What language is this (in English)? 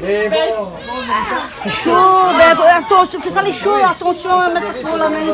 Réunion Creole French